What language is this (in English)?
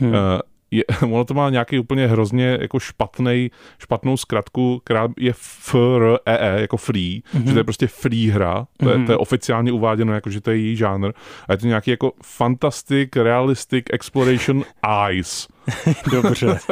Czech